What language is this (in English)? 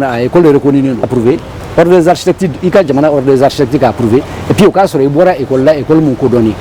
Bambara